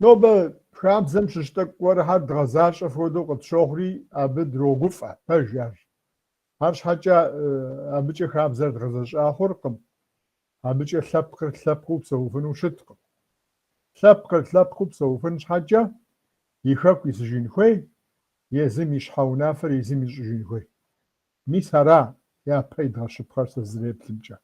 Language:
Kabardian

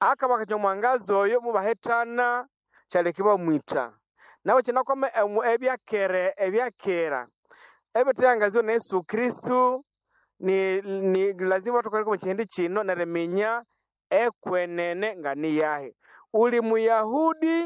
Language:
Nande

